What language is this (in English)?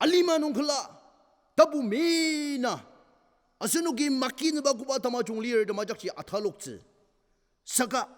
Ao Naga